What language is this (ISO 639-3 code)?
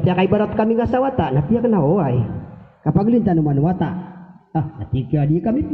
mrw